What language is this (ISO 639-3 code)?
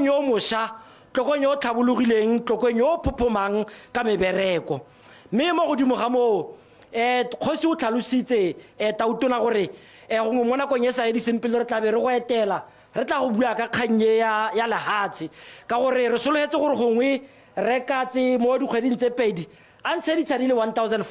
tsn